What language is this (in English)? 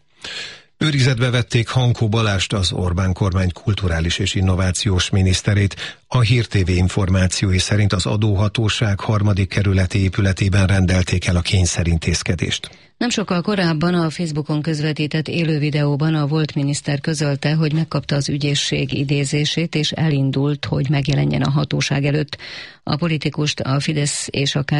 Hungarian